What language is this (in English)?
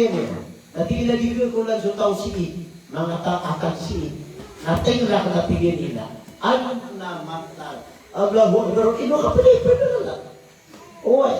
Maranao